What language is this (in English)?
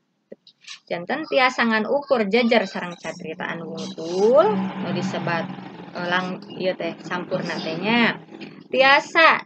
Sundanese